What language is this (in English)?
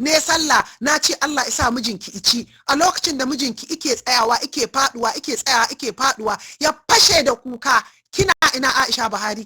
Hausa